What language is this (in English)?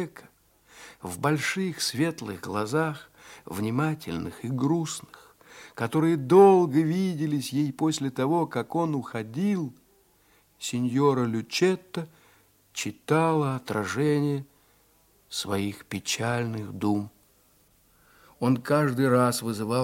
Russian